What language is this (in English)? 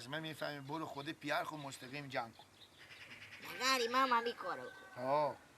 Persian